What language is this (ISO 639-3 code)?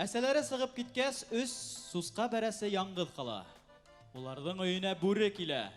bak